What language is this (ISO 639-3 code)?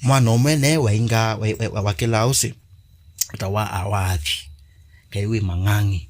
kam